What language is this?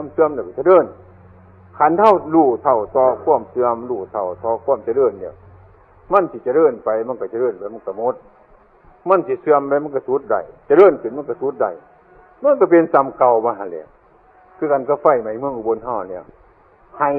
Northeastern Thai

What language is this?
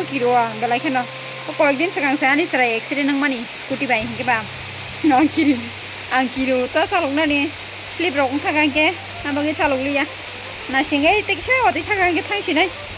Kok Borok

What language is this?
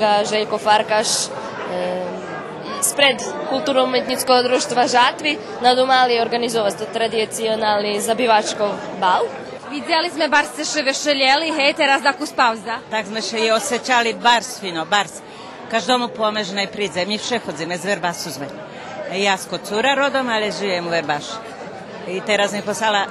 Rusyn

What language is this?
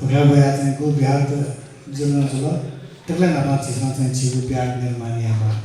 Newari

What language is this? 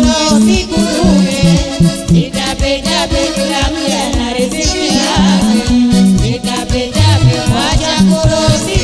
Swahili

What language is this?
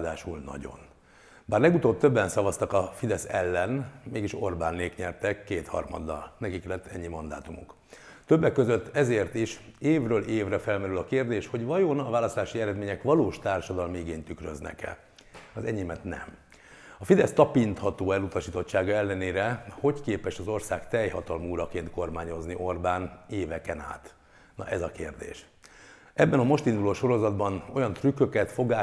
Hungarian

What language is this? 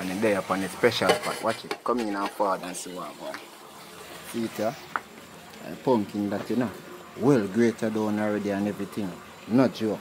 Jamaican Creole English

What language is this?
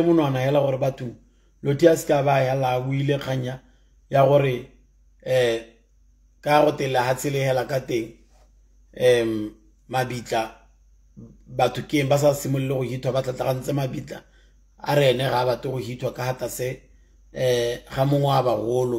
Tswana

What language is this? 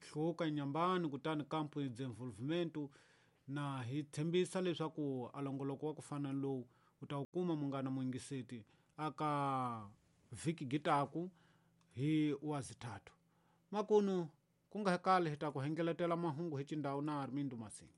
Tsonga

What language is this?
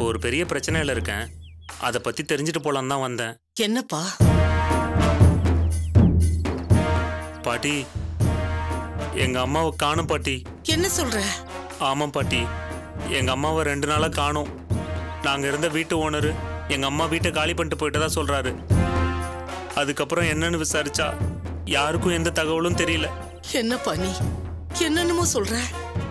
Tamil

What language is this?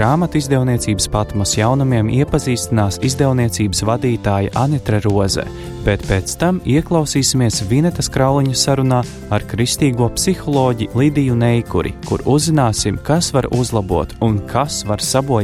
Latvian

